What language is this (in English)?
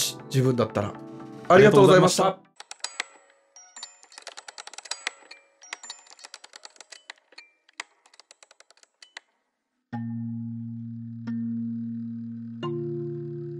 Japanese